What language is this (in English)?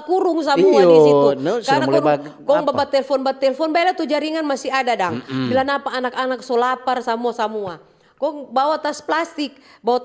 Manado Malay